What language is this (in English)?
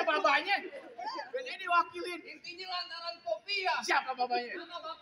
Betawi